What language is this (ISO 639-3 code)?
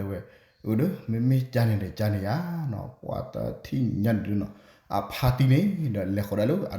ksw